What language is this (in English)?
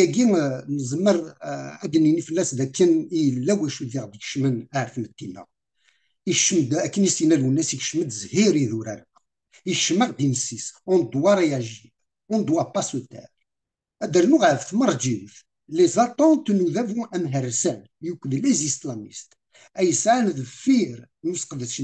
Kabyle